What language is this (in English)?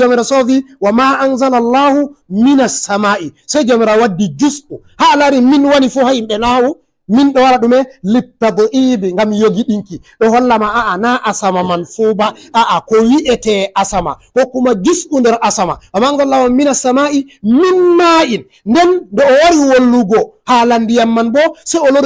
Fula